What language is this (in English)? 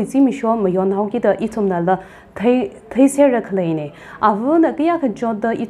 Tangkhul Naga (India)